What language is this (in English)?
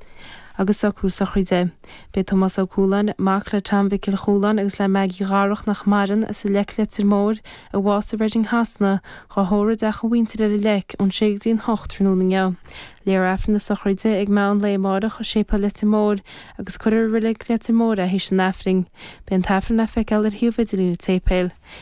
Irish